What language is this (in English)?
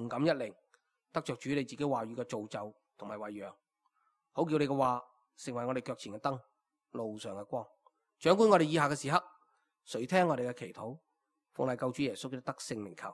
Cantonese